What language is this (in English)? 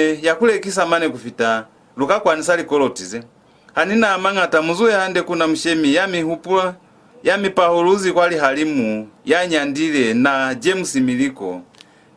Lozi